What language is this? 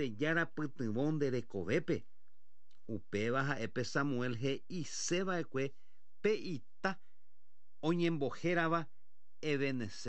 Guarani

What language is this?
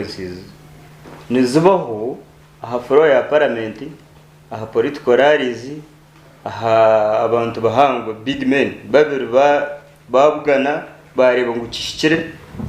Nyankole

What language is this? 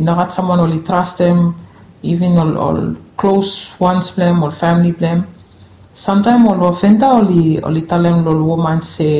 Bislama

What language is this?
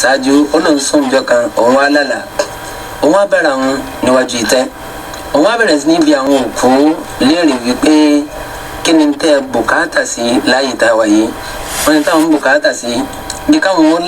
Yoruba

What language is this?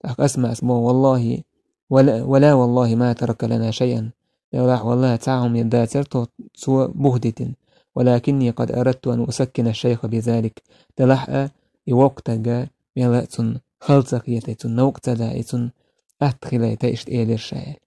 Chechen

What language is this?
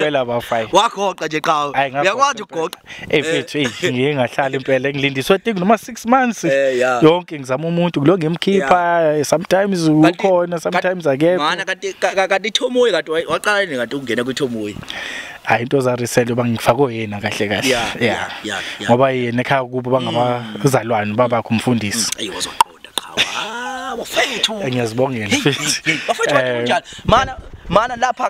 Zulu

